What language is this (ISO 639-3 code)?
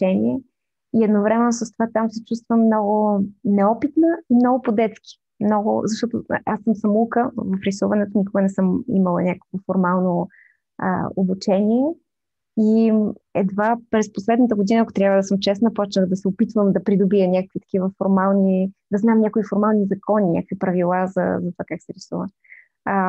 bul